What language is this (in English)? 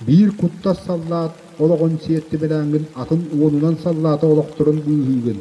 Yakut